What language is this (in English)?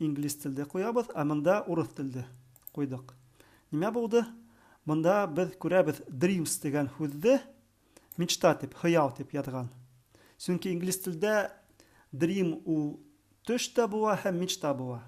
Bashkir